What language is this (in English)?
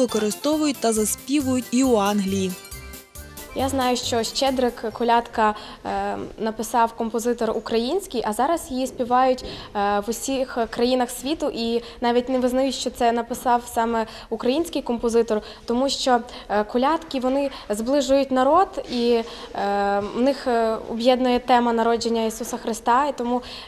Ukrainian